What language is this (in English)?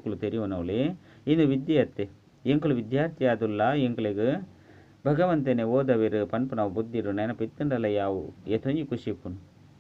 Tulu